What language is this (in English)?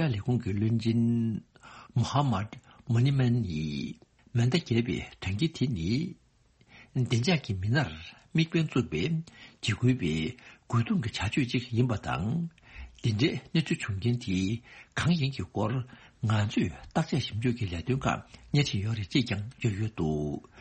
Tibetan